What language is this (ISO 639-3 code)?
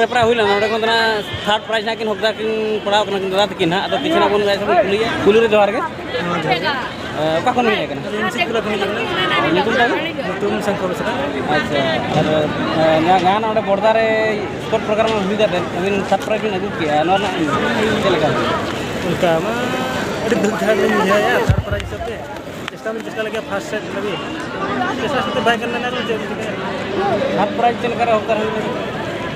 sat